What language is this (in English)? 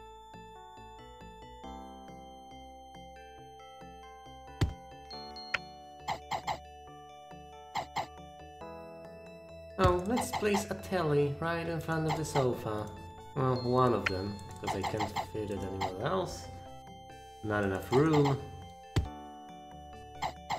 English